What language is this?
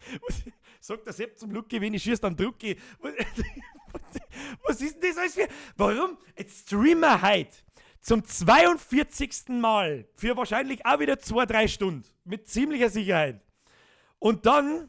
Bavarian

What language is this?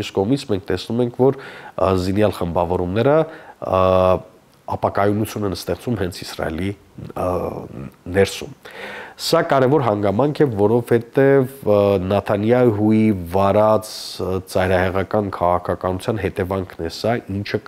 Armenian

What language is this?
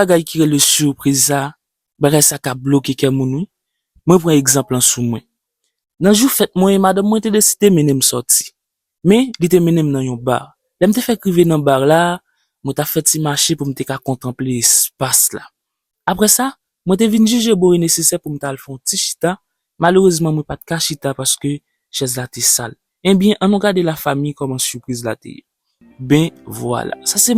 Haitian Creole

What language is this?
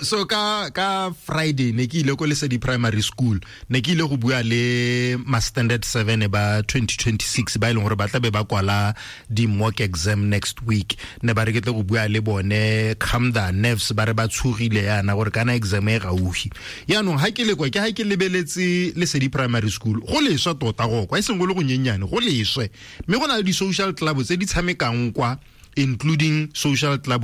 Tswana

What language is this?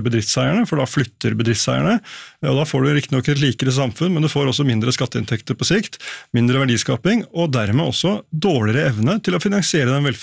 Norwegian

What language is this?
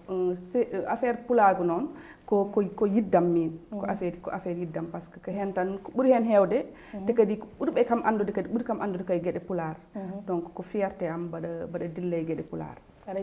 Fula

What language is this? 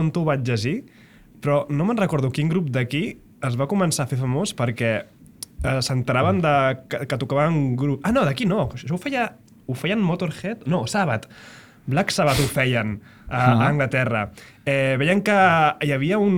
Catalan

